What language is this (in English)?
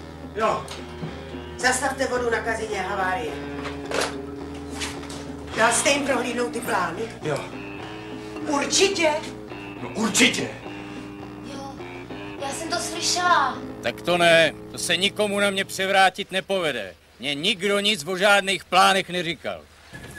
Czech